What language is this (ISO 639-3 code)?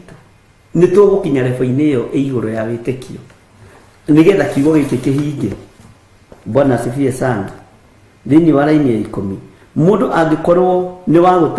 kik